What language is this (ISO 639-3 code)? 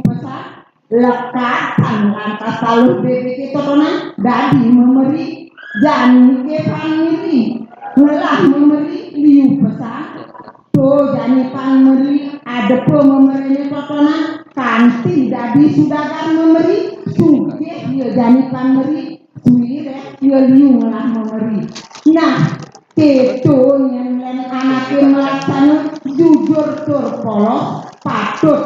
ban